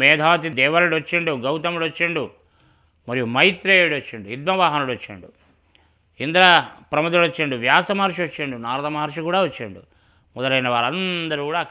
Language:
Telugu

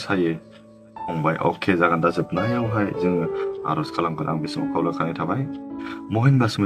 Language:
Bodo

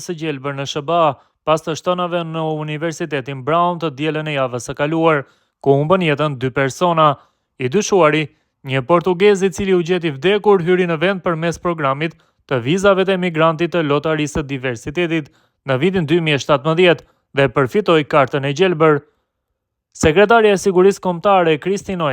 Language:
Albanian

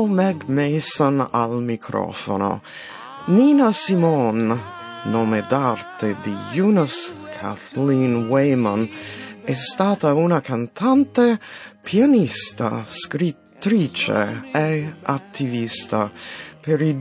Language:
Italian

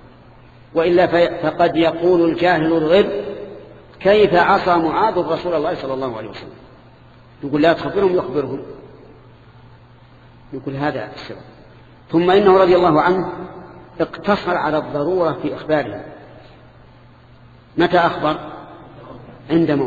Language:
Arabic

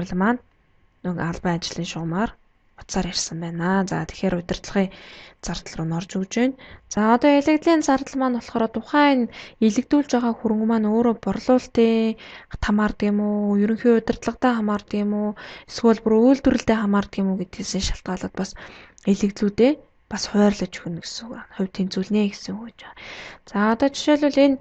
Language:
Mongolian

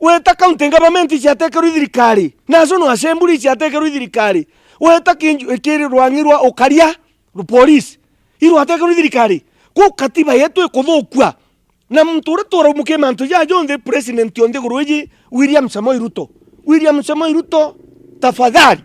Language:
Meru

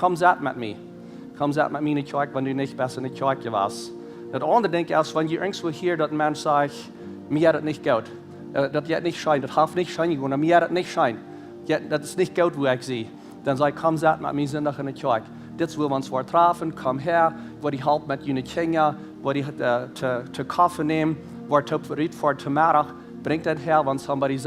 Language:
Plautdietsch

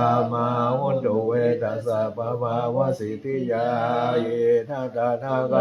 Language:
Pali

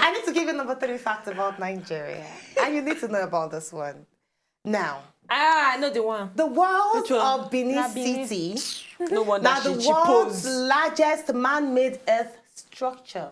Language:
Nigerian Pidgin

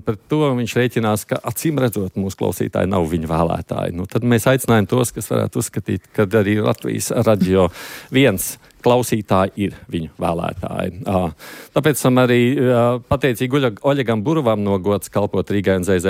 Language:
Latvian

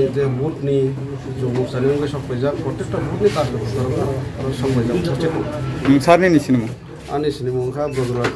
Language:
Kok Borok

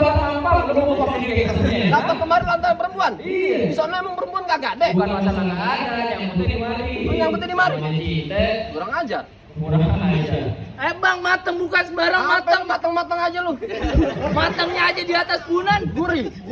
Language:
Betawi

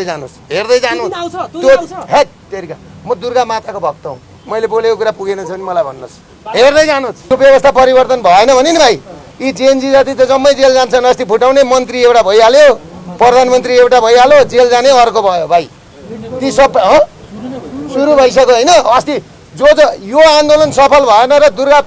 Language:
Nepali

